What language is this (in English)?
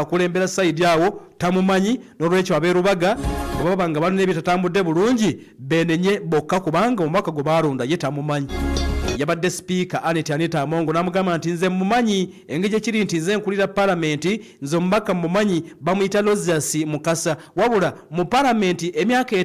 Ganda